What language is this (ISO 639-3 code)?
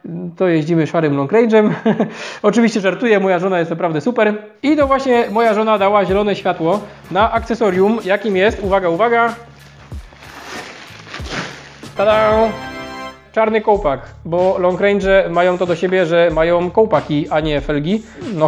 pol